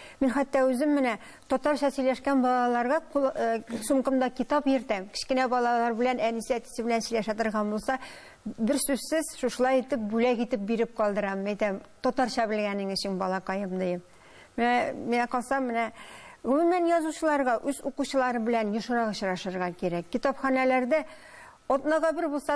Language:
Tatar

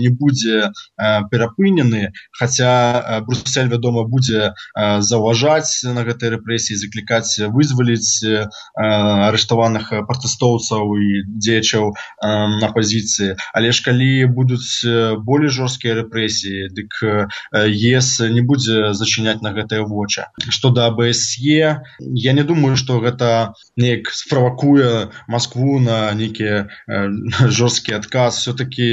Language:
Belarusian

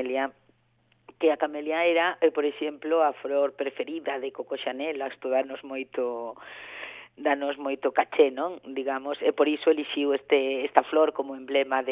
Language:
Galician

